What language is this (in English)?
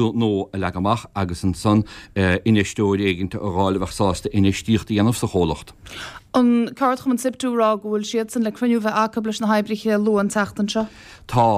Irish